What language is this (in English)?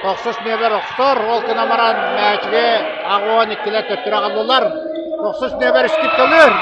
Yakut